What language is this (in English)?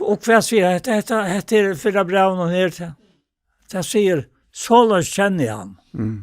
Faroese